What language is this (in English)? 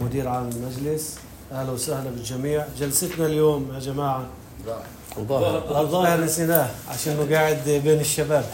North Levantine Arabic